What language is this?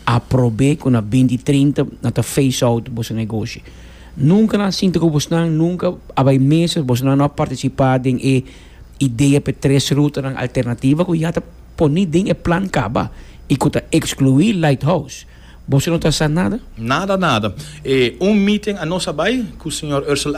Papiamento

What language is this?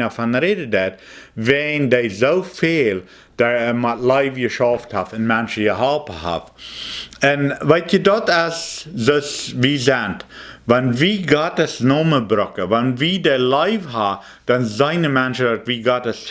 Plautdietsch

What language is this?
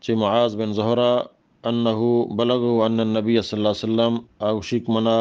Eastern Balochi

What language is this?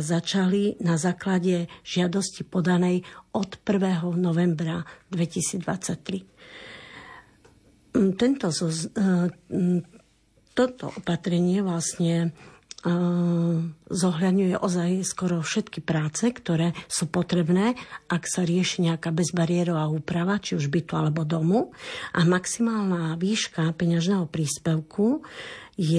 Slovak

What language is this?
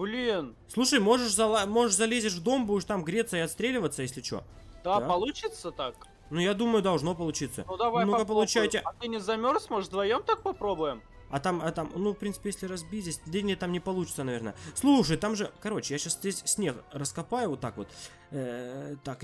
Russian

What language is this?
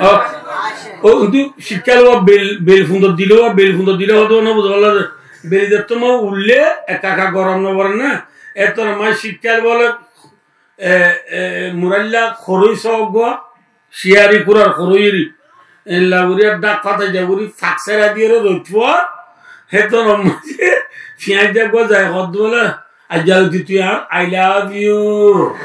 Rohingya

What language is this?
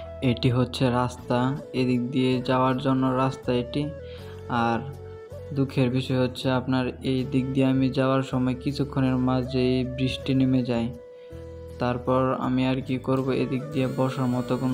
Bangla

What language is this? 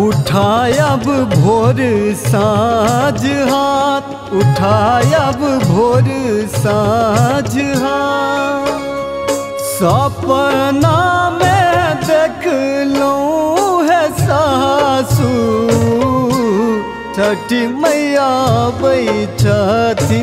Maithili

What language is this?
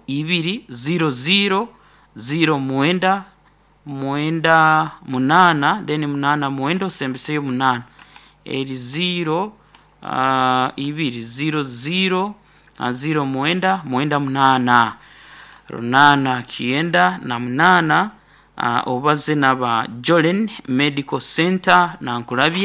Nyoro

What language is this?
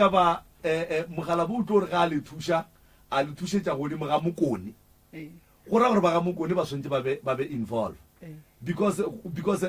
Northern Sotho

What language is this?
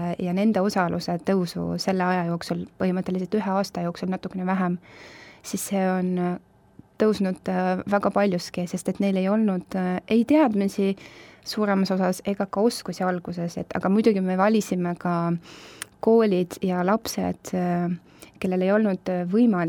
Estonian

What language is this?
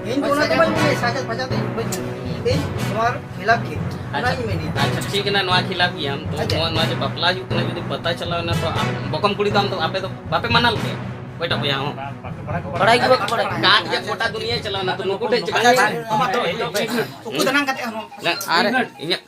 Santali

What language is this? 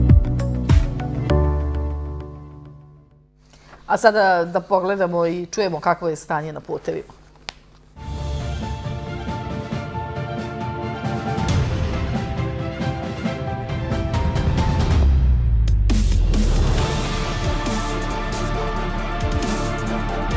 Serbian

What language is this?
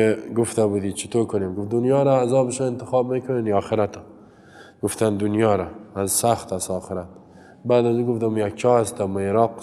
Persian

